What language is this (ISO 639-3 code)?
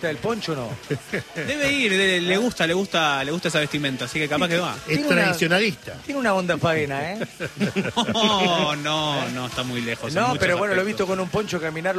spa